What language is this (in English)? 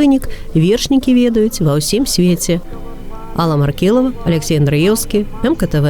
Belarusian